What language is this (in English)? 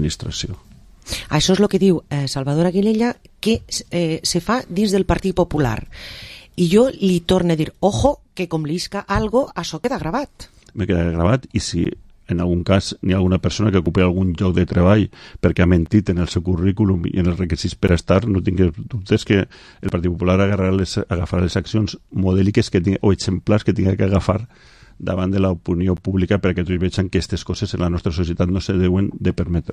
Catalan